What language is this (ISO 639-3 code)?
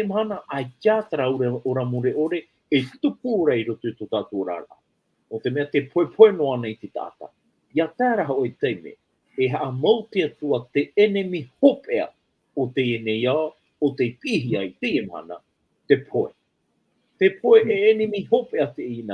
tah